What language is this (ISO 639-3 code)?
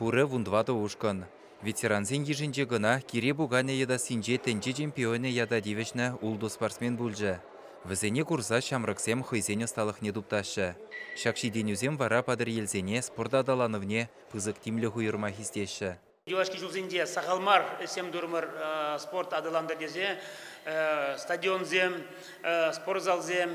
chv